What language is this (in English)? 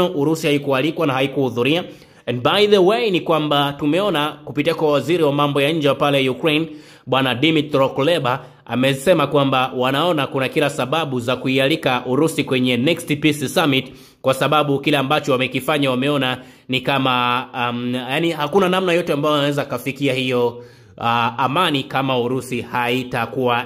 Swahili